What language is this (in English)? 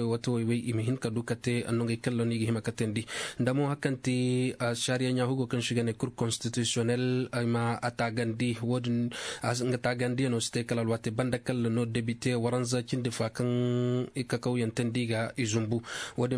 Zarma